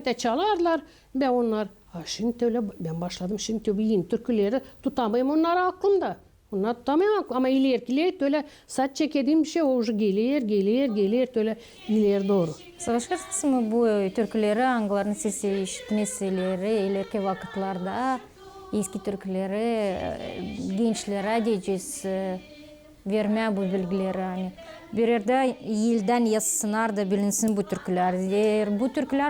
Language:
Gagauz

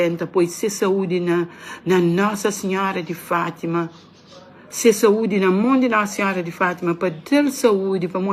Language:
Kabuverdianu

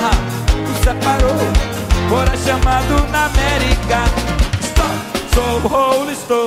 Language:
Portuguese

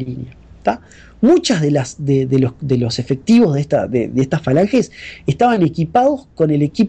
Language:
Spanish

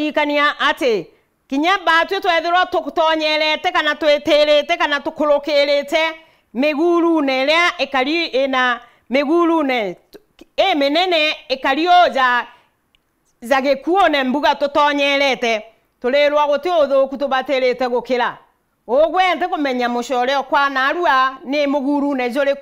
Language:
Meru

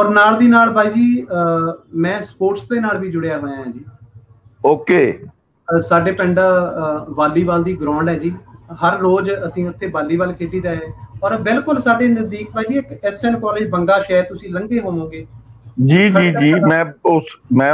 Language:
Punjabi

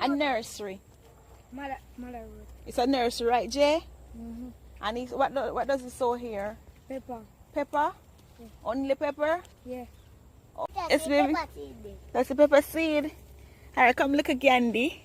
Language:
Jamaican Creole English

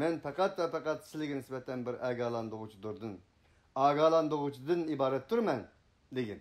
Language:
Uyghur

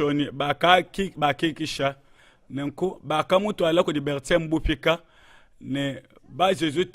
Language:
Luba-Lulua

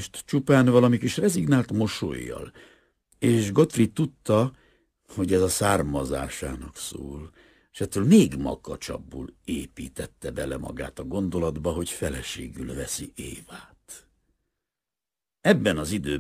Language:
Hungarian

